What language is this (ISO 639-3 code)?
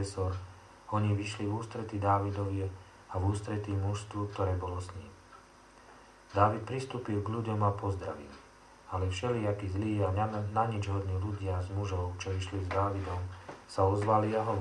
slk